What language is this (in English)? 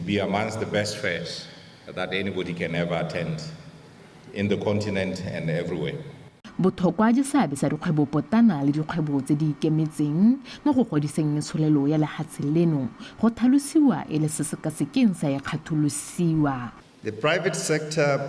Tswana